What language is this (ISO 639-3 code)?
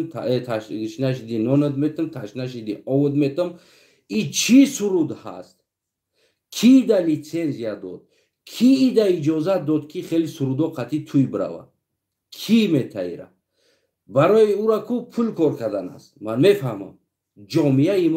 tgk